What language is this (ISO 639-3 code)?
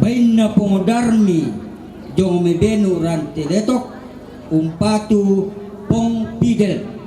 sda